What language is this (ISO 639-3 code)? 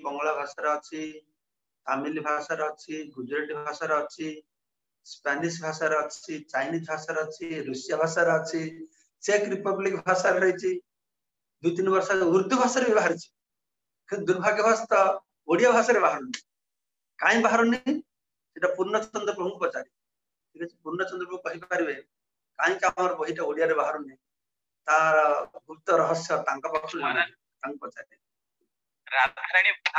ori